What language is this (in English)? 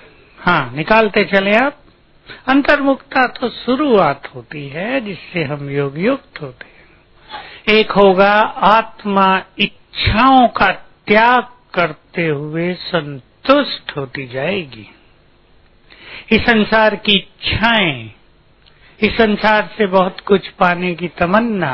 Hindi